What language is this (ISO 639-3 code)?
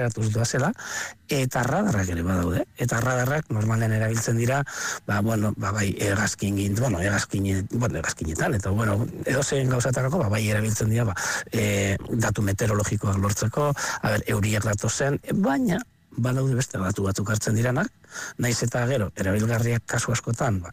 eus